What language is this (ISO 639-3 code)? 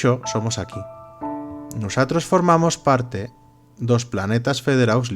arg